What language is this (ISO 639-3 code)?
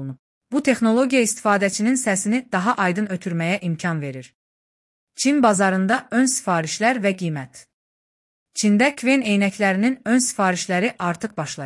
aze